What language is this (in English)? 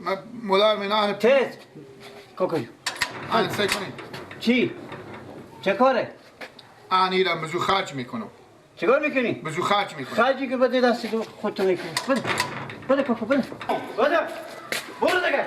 Persian